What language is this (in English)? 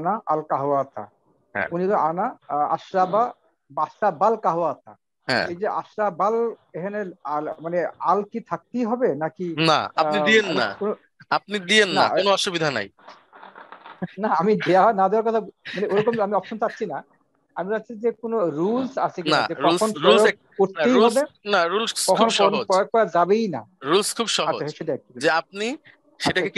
Bangla